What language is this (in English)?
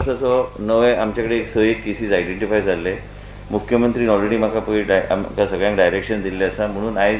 Konkani